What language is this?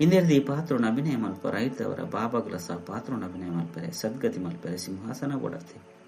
Tulu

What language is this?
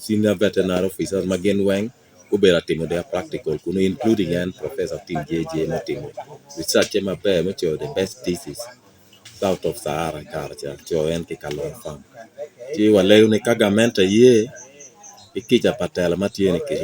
Acoli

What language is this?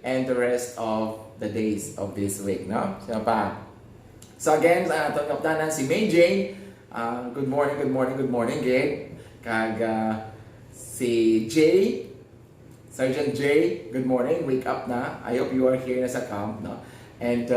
Hiligaynon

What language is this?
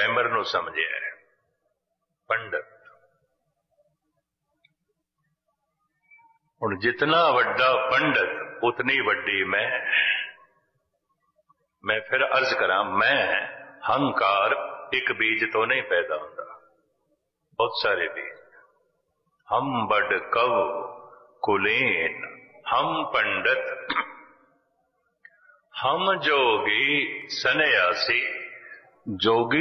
Punjabi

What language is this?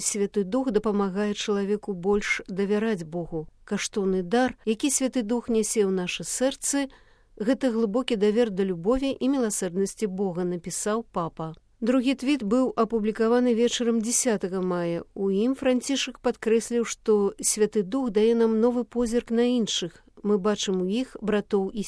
Belarusian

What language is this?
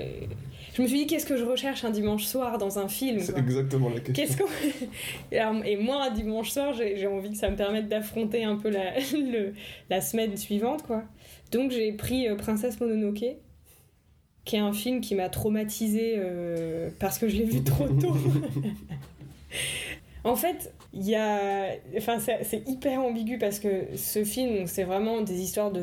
French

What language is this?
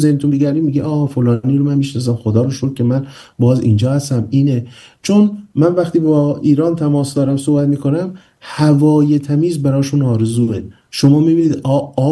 Persian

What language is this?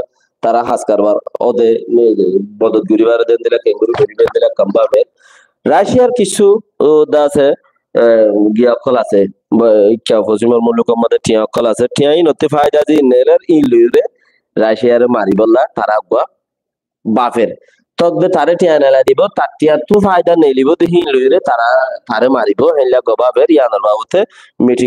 Rohingya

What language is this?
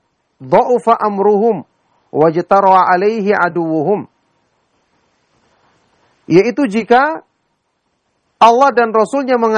Indonesian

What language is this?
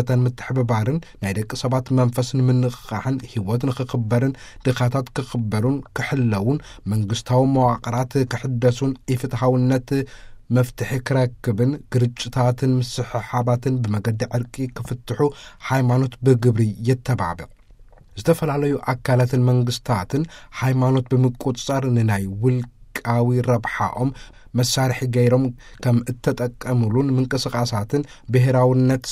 Tigrinya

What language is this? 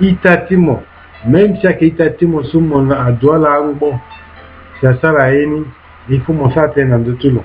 Sango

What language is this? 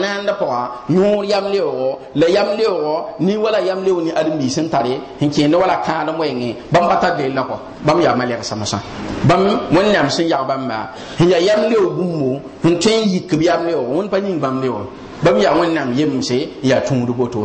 Mossi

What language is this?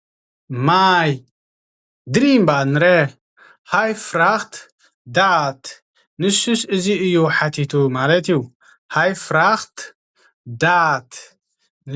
Tigrinya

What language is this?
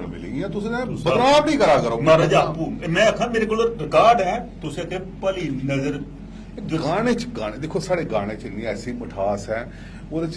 Dogri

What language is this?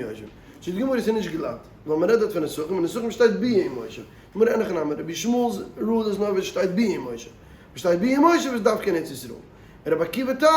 Yiddish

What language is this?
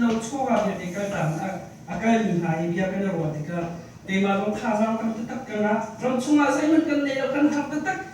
Hakha Chin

